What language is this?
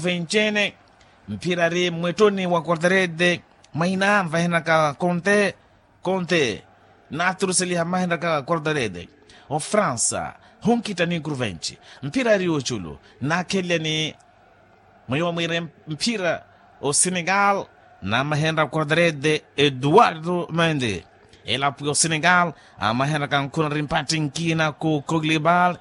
Makhuwa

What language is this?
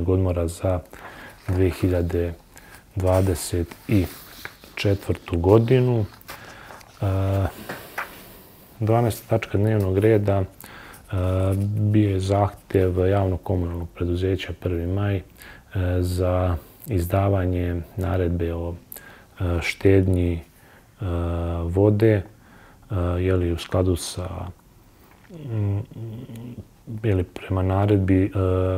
Serbian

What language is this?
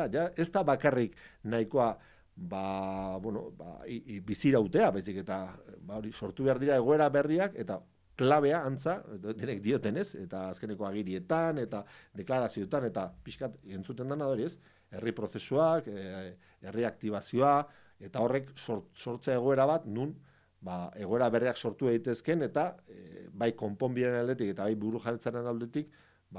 Basque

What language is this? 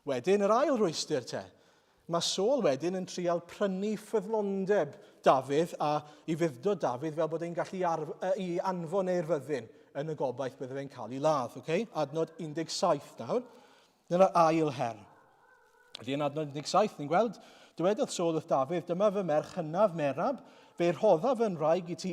Welsh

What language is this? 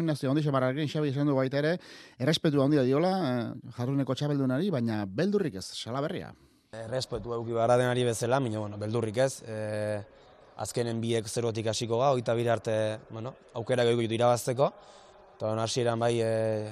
Basque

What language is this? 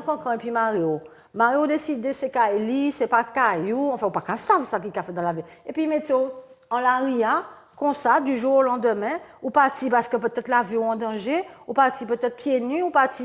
Guadeloupean Creole French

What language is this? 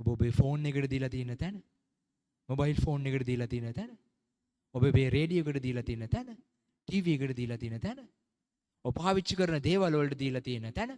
Sinhala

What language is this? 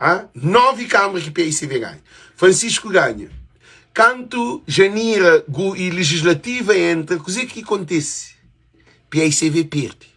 Kabuverdianu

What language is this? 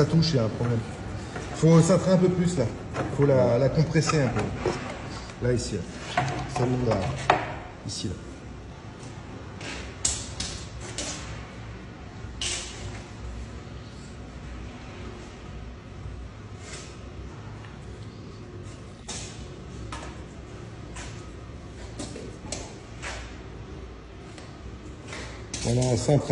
French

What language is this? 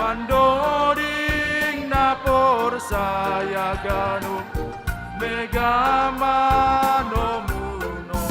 Batak Simalungun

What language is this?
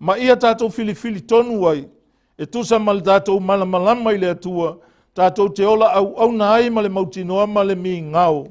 Samoan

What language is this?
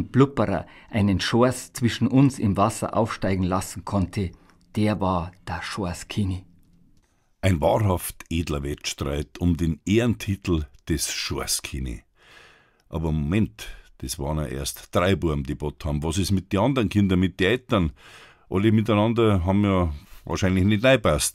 Bavarian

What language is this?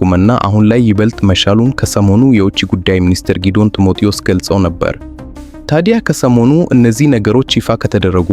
Amharic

